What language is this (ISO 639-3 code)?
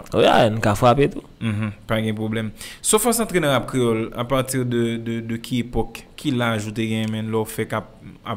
hat